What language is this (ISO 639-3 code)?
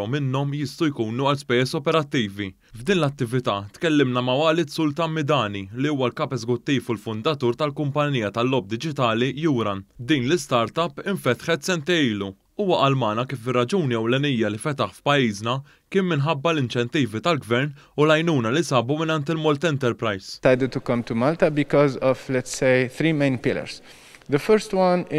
mlt